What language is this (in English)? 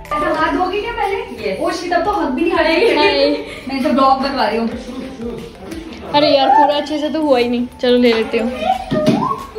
Hindi